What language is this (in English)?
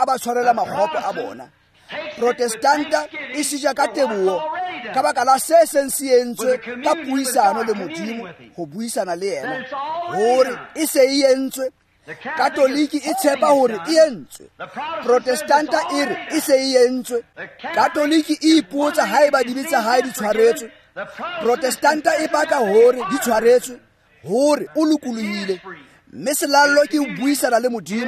Tswana